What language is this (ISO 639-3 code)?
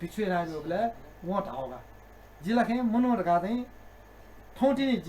new